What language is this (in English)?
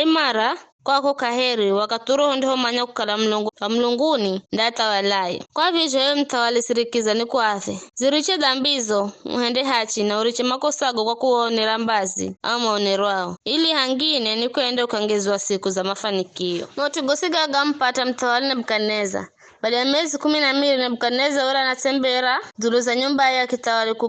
Giryama